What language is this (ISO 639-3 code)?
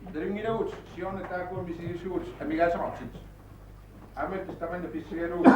kal